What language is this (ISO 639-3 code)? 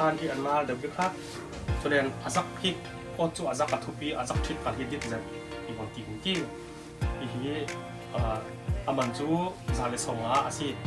cfm